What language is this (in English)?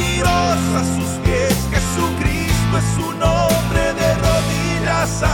Spanish